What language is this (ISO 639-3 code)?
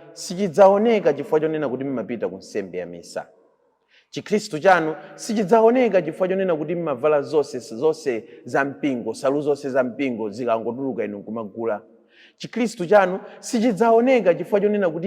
nya